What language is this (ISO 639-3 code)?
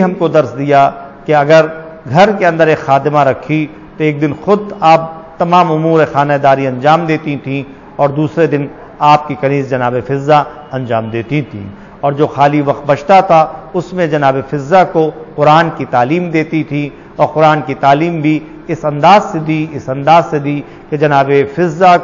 urd